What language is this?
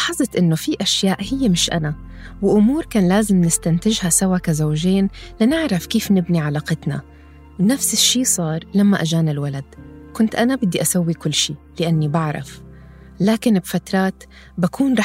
North Levantine Arabic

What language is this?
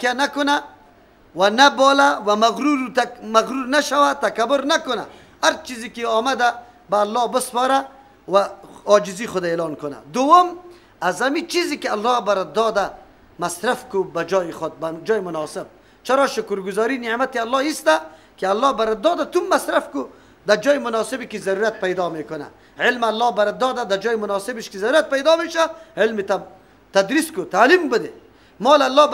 Persian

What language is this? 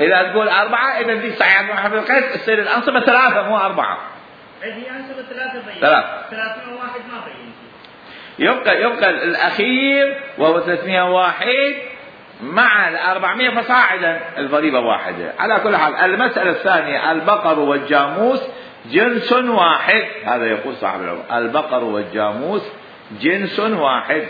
Mesopotamian Arabic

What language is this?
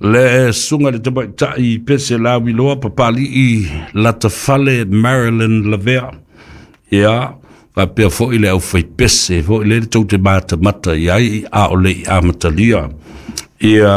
Samoan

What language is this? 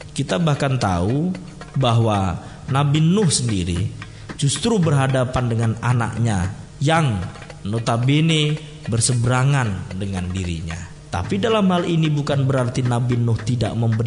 Indonesian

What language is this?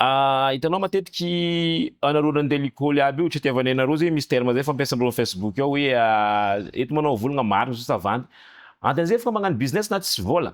Malagasy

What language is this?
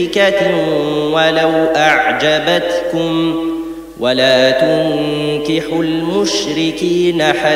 Arabic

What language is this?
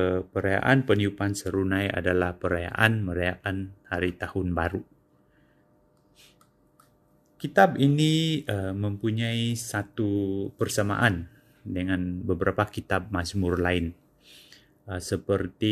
Indonesian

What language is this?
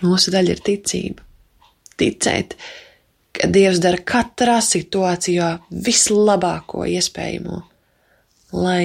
Latvian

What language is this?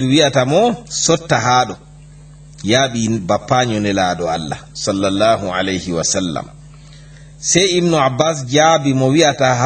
Fula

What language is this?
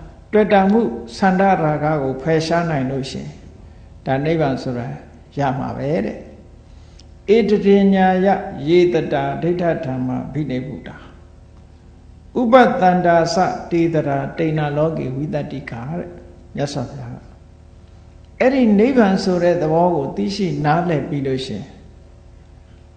Burmese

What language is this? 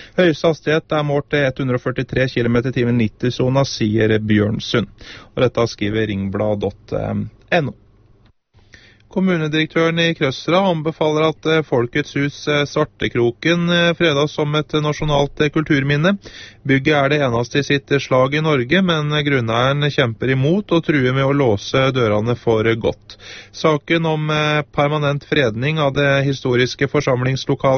Norwegian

